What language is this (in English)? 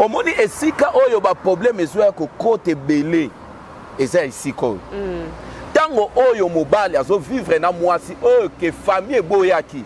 Lingala